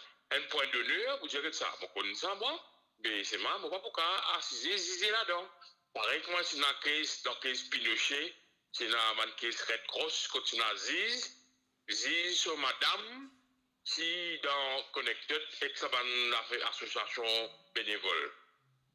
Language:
Morisyen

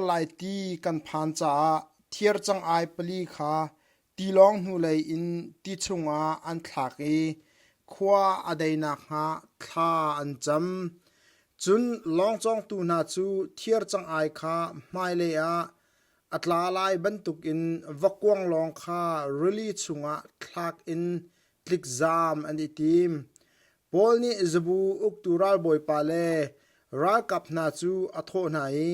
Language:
Hakha Chin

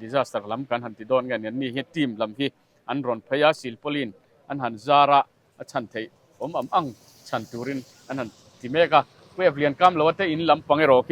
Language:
Mizo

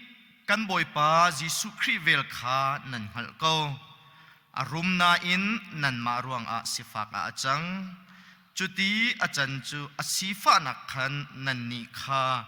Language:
Hakha Chin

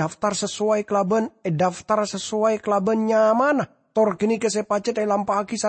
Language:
Madurese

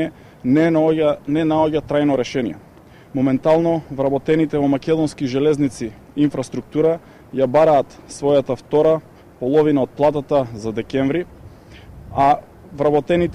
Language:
Macedonian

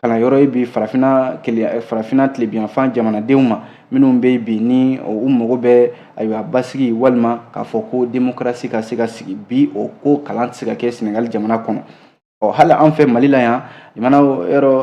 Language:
Bambara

